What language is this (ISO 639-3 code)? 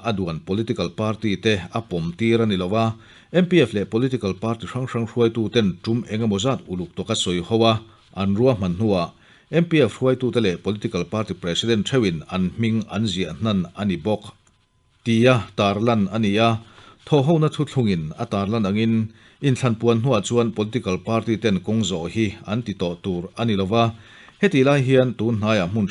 lus